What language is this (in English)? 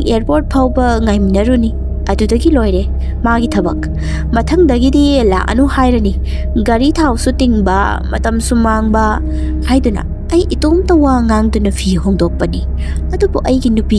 Manipuri